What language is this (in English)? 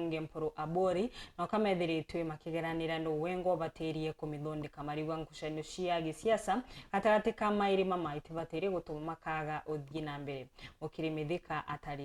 Meru